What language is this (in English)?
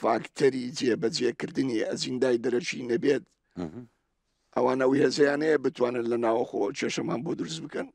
Central Kurdish